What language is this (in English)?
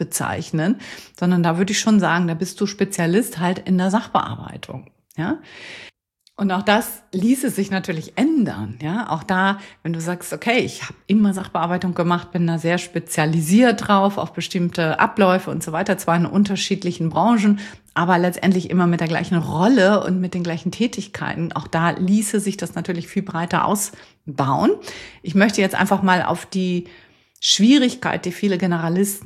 German